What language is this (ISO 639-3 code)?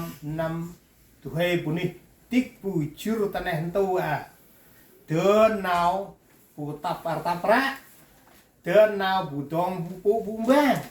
cmo